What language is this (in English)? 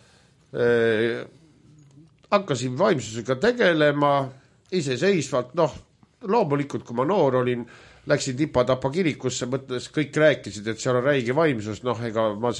Estonian